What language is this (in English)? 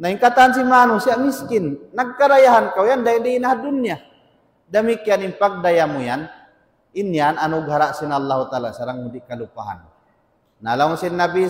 Tausug